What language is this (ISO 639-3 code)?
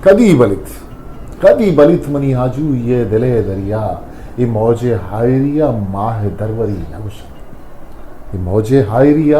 bgp